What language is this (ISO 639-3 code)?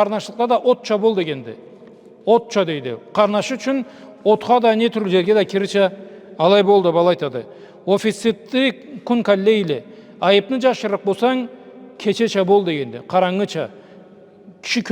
krc